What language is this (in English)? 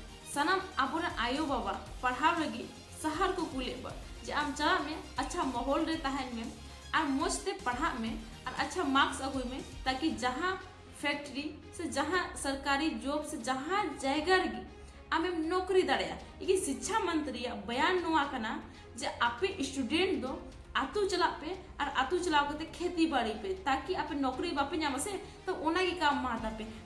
Santali